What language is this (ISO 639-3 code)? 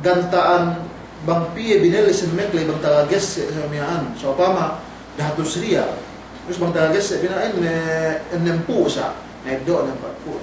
yka